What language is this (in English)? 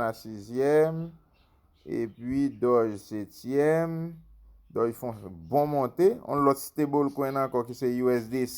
Haitian Creole